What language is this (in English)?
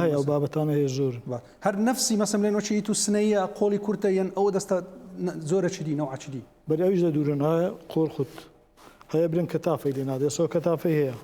Central Kurdish